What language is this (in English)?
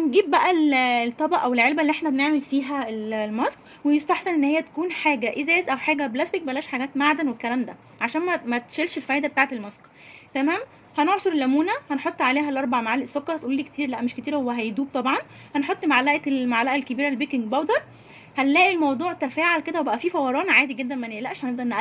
Egyptian Arabic